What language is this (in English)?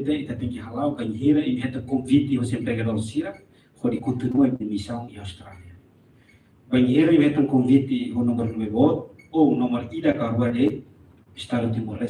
Tetum